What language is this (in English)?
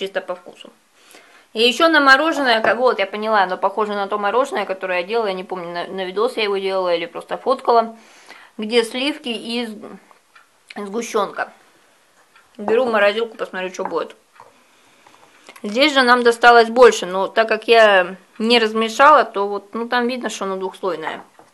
Russian